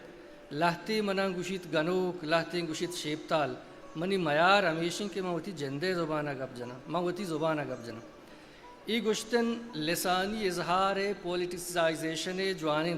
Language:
Eastern Balochi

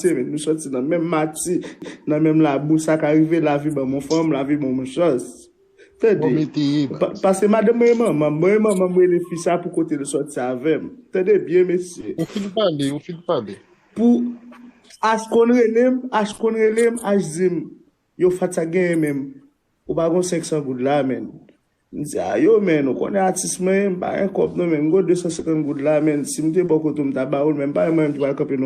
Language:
Haitian Creole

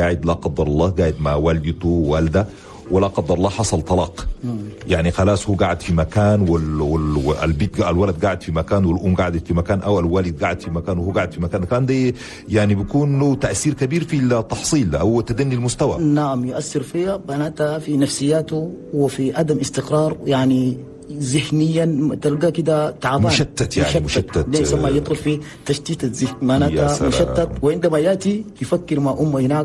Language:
Chadian Arabic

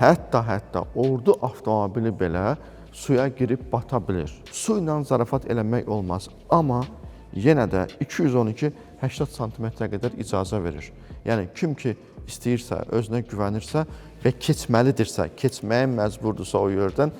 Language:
Azerbaijani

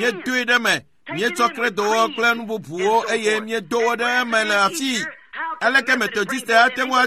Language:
Ewe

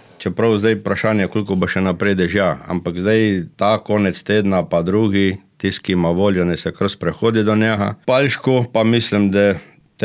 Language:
Slovenian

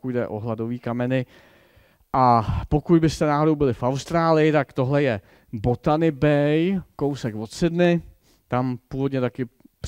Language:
Czech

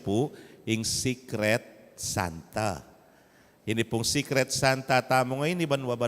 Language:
Pampanga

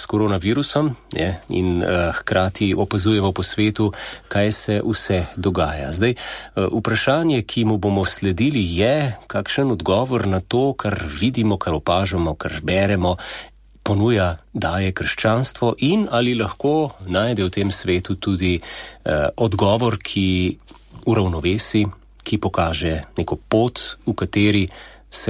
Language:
Slovenian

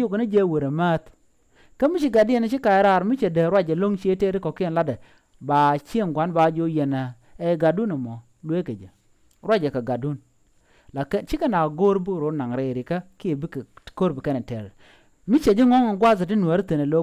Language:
Nuer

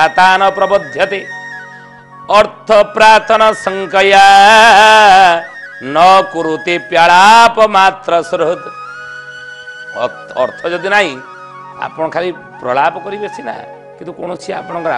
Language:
Odia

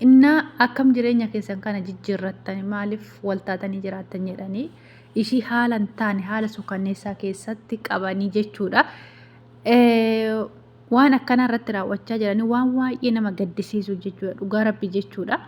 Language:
Oromo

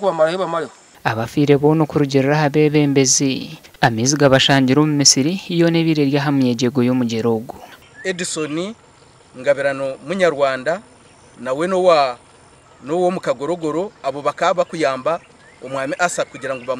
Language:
Nyankole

